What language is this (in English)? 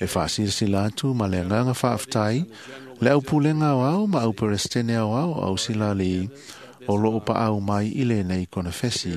Samoan